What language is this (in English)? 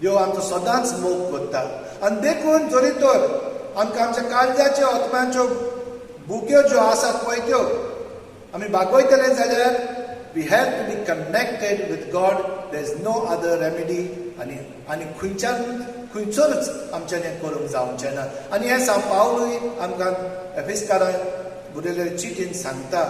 Konkani